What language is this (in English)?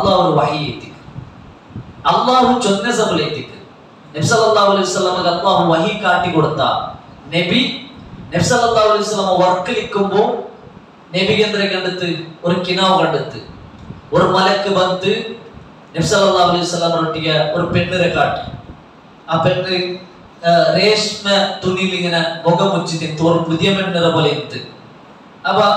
Malayalam